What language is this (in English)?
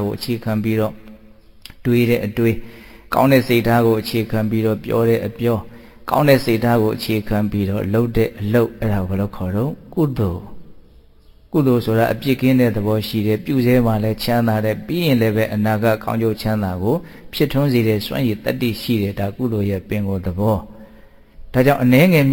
Burmese